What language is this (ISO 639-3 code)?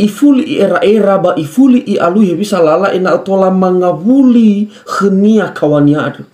nia